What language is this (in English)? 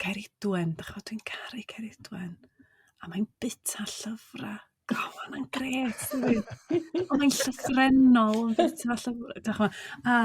Welsh